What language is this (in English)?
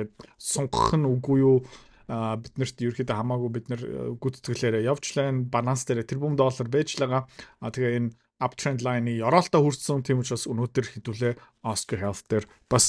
Mongolian